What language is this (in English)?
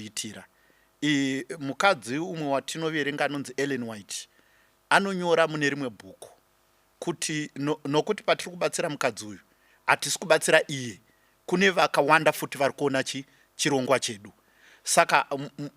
Shona